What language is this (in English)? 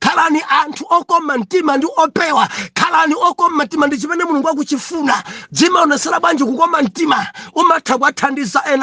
Nyanja